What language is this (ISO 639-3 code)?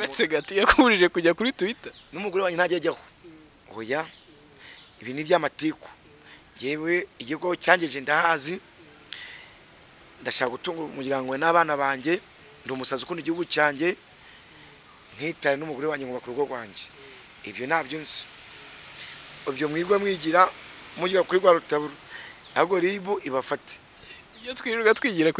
kin